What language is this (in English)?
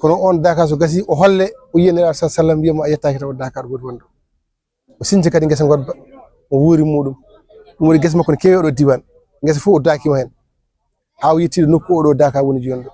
Fula